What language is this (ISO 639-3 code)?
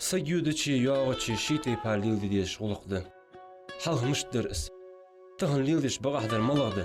inh